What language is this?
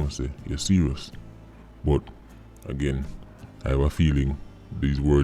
Jamaican Creole English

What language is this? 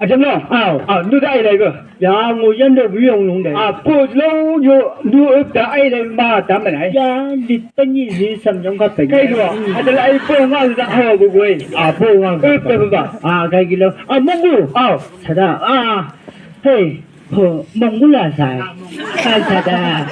Chang Naga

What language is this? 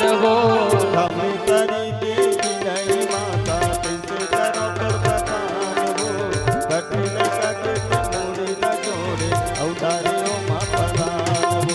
Chhattisgarhi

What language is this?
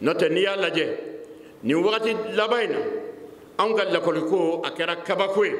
Bambara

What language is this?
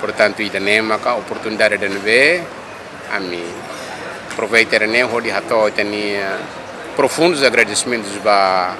Tetum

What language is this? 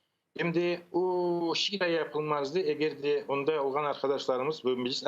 Crimean Tatar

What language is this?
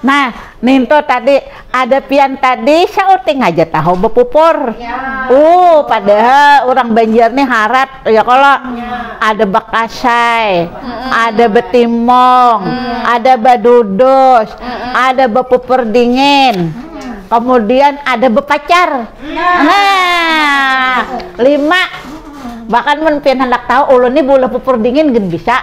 Banjar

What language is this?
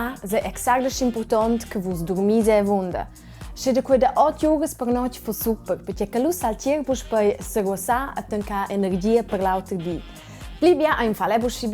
Romansh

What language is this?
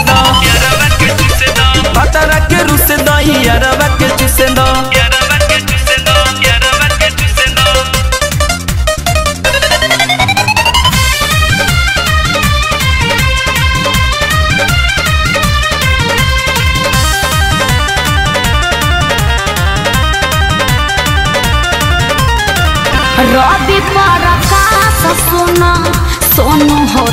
Bhojpuri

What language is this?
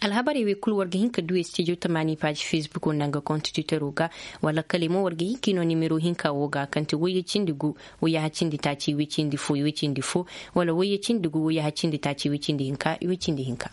Koyraboro Senni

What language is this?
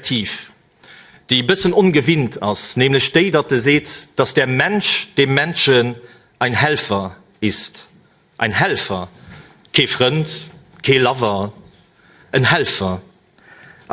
Luxembourgish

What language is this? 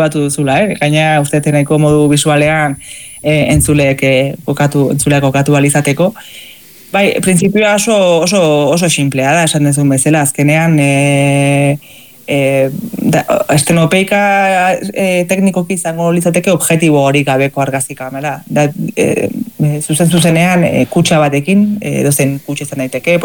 Basque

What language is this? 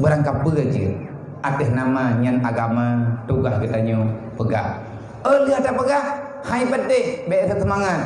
Achinese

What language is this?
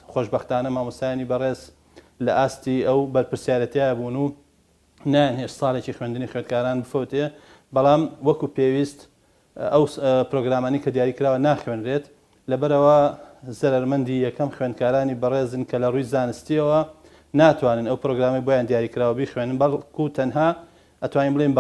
Central Kurdish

